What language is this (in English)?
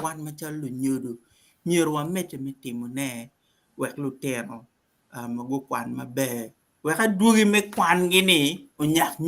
Acoli